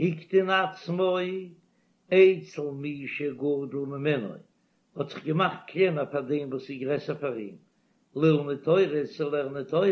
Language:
Yiddish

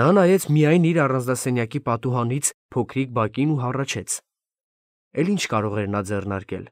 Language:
Armenian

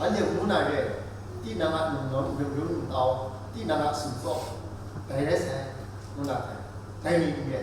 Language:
Kachin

